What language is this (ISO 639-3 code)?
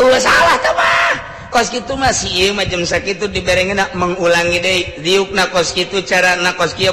sun